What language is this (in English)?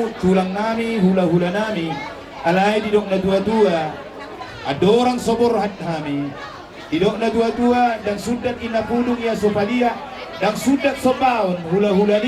Batak Toba